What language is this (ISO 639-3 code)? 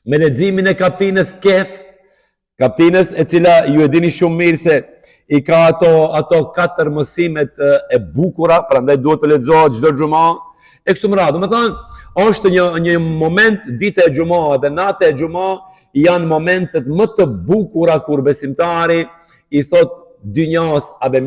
sqi